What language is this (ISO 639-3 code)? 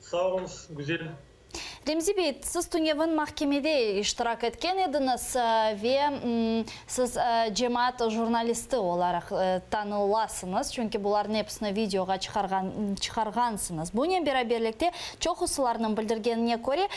crh